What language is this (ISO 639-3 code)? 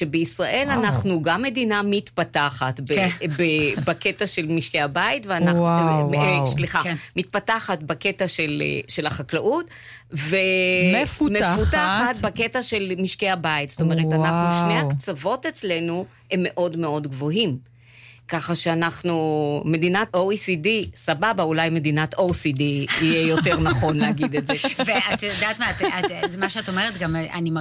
heb